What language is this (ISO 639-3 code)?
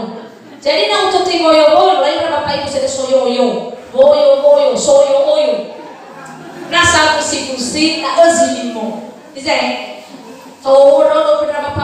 nia